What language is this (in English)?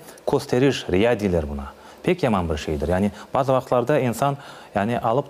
Crimean Tatar